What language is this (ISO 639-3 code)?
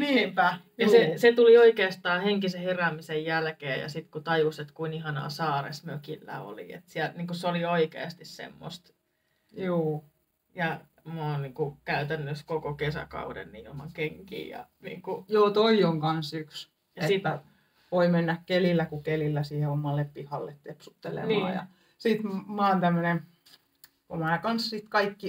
fin